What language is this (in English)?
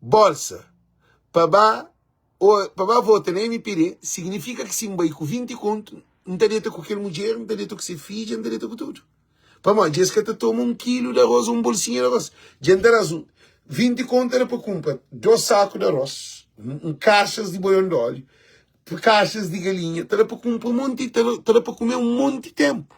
Kabuverdianu